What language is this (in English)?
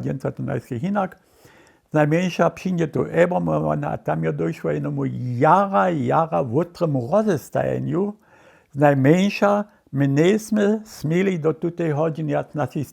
Upper Sorbian